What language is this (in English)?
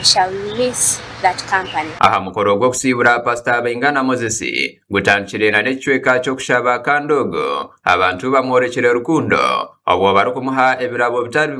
Nyankole